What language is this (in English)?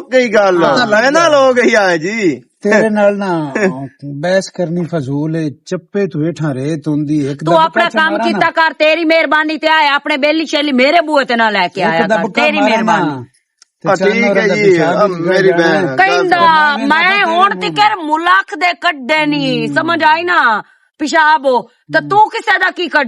Western Panjabi